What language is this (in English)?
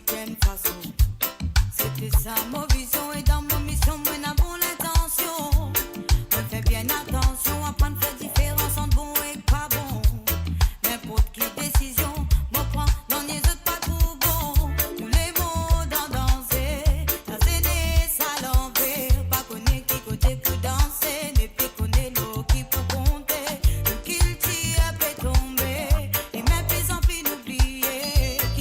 Morisyen